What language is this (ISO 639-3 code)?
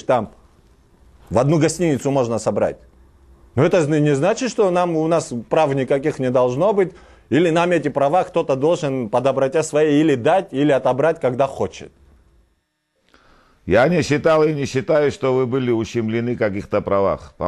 rus